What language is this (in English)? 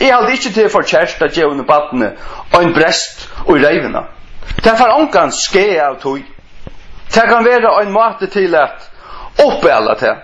Faroese